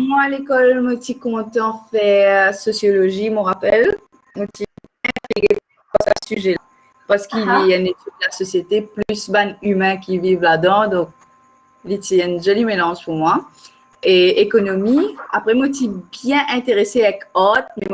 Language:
Morisyen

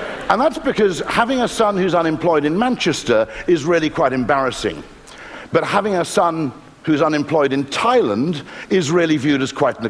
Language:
English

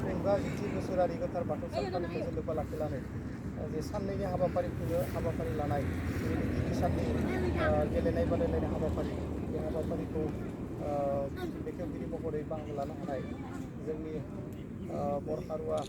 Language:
Bodo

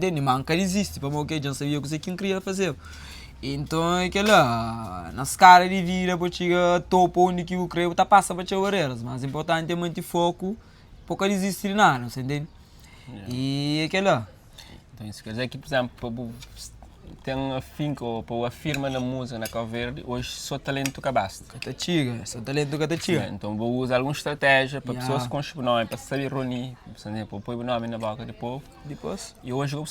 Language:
Kabuverdianu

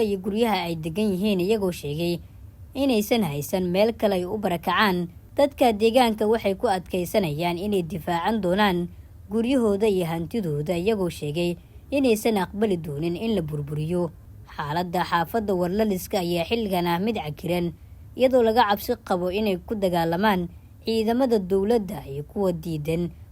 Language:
Somali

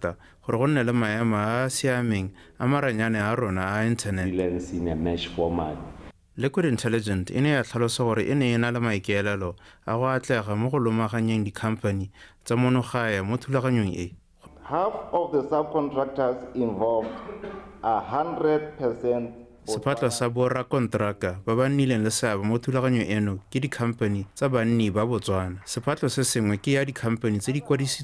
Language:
Tswana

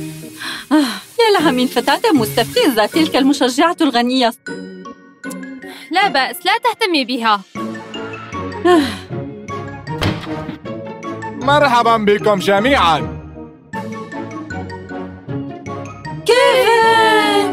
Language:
Arabic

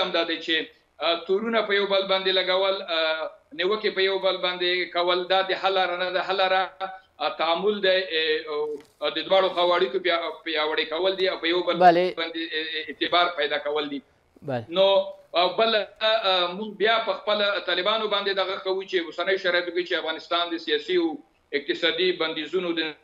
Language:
Pashto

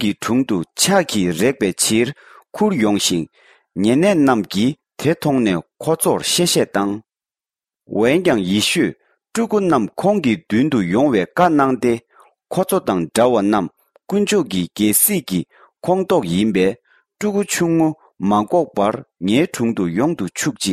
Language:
Tibetan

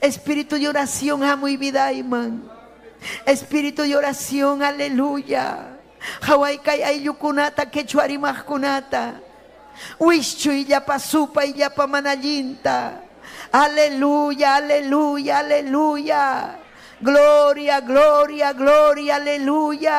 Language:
Ayacucho Quechua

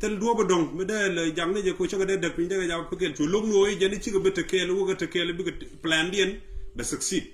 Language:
Nuer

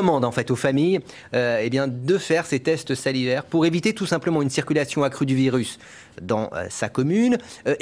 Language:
French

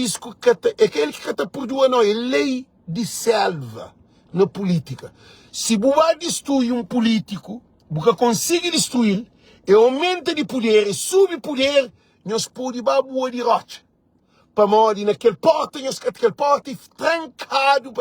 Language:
Kabuverdianu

